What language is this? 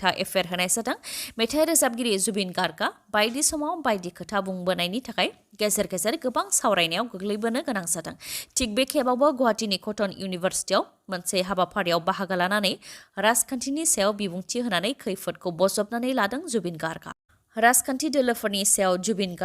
Bodo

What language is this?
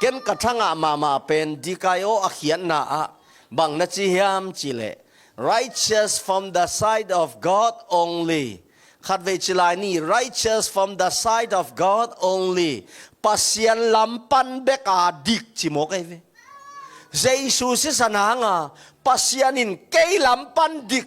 Tedim Chin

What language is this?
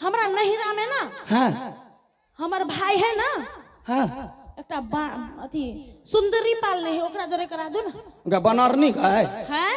Maithili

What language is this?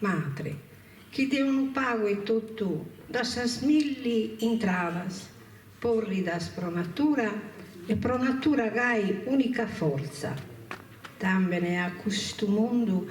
Sardinian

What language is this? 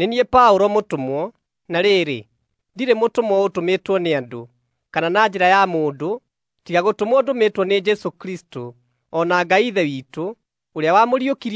Kikuyu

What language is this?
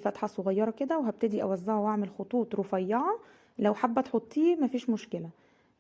Egyptian Arabic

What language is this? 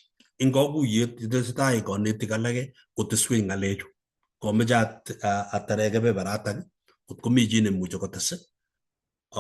Kalenjin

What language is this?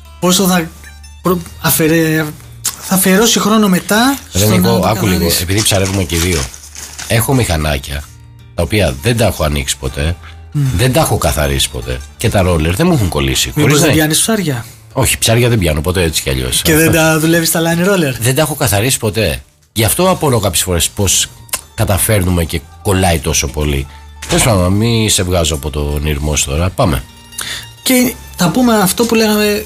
Greek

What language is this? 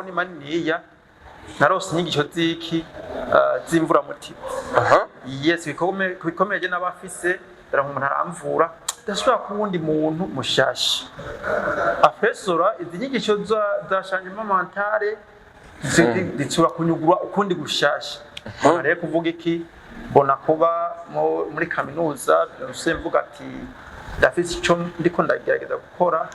Rundi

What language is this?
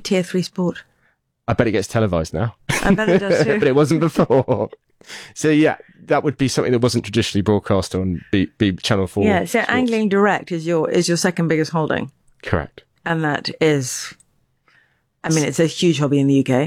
English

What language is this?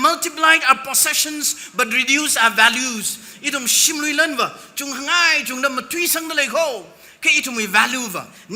Tangkhul Naga (India)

